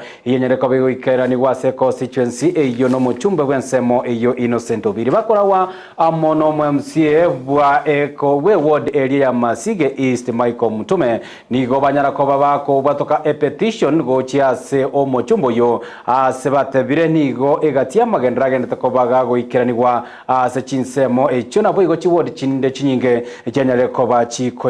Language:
Gusii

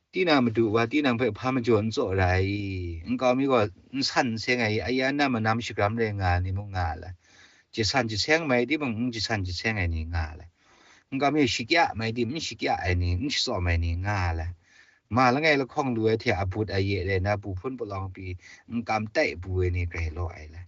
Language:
Kachin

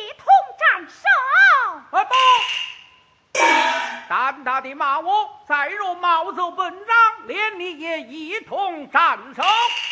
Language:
Chinese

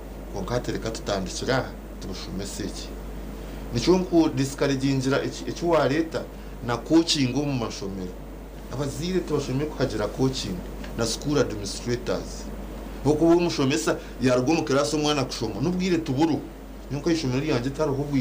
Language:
Nyankole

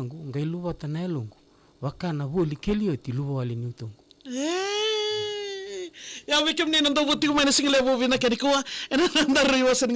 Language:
Fijian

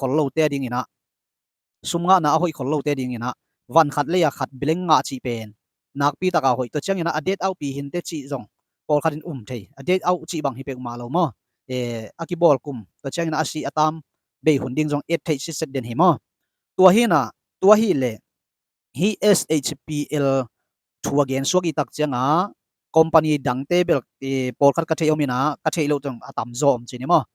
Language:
Tedim Chin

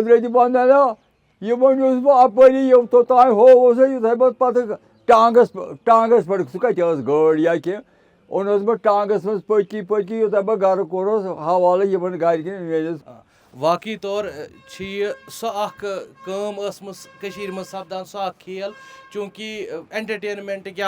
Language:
Kashmiri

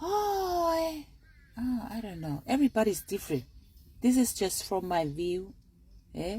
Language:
Tongan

